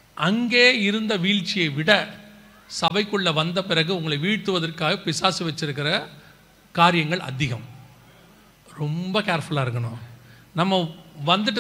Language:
Tamil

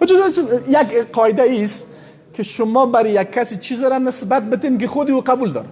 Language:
Persian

